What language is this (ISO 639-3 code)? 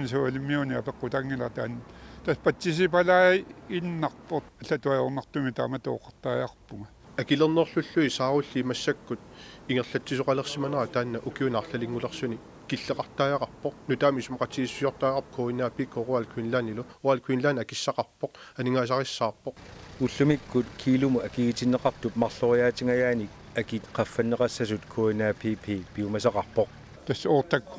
kal